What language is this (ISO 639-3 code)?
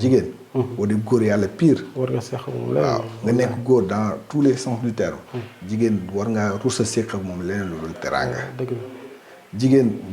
wol